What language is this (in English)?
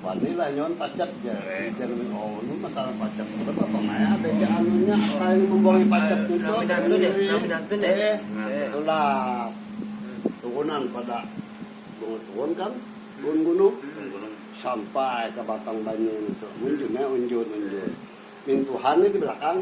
Banjar